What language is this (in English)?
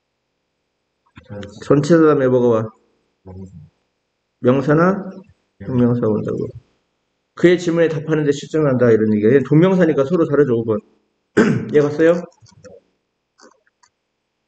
Korean